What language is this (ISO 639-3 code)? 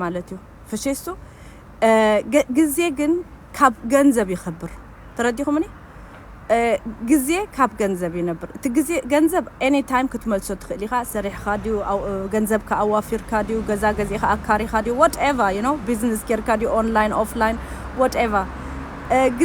tir